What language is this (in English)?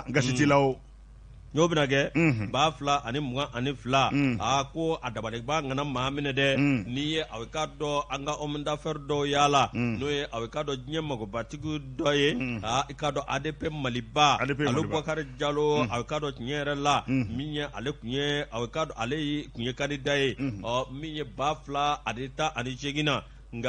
Bambara